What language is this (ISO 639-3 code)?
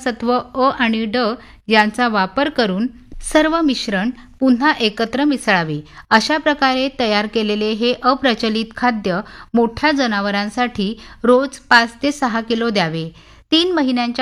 mar